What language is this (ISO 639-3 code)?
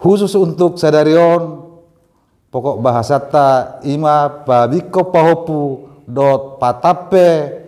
bbc